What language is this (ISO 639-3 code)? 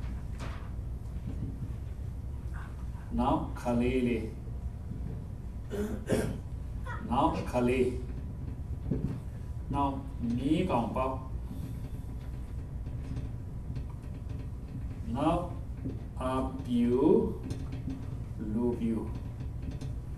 mya